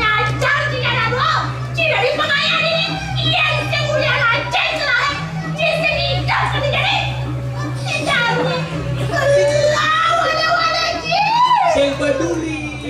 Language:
Balinese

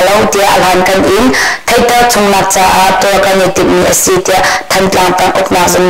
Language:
Hakha Chin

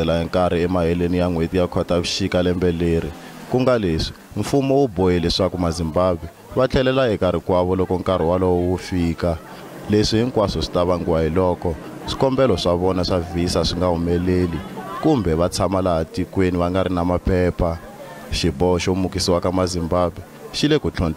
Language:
Tsonga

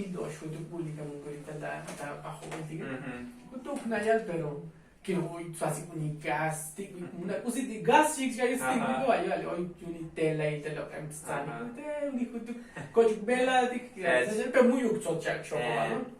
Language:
Tzotzil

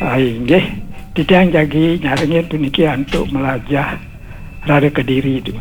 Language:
Balinese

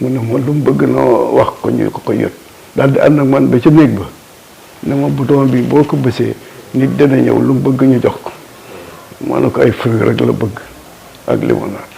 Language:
Wolof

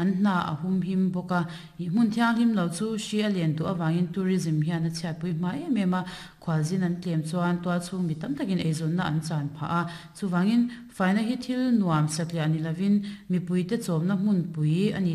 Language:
Mizo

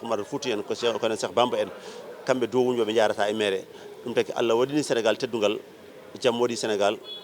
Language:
Fula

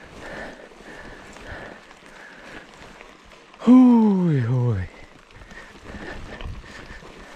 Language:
Finnish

